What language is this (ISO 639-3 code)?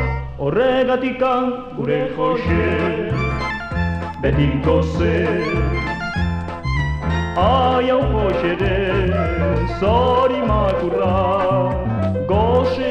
eus